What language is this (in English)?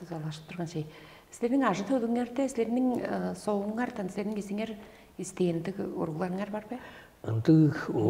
Tuvinian